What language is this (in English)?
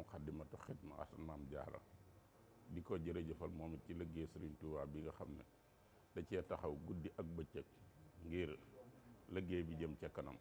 Wolof